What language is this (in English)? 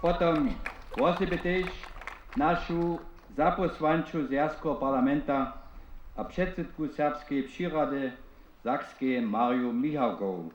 Upper Sorbian